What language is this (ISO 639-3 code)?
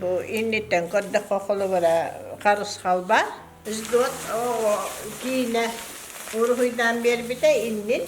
sah